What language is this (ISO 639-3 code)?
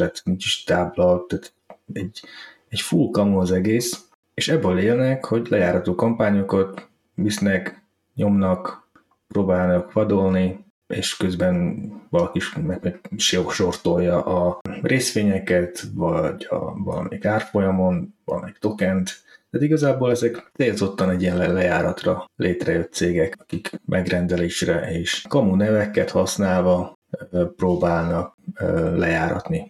hun